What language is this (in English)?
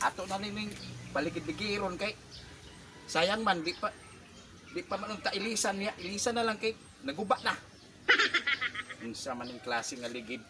Cebuano